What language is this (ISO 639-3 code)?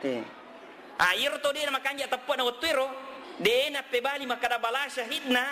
bug